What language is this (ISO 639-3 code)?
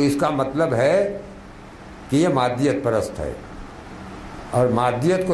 urd